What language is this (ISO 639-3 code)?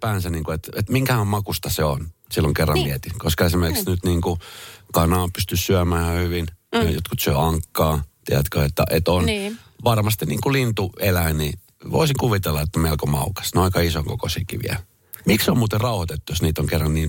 fin